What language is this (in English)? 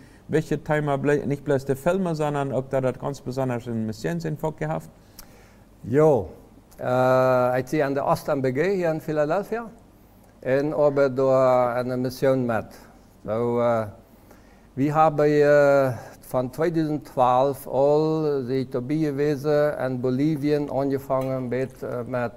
Plautdietsch